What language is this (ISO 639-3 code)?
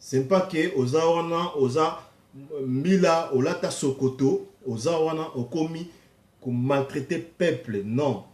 lin